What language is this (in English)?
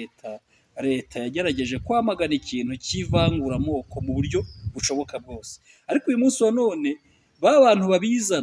Kinyarwanda